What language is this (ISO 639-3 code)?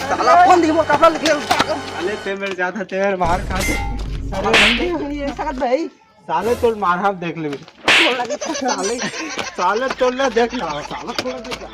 hne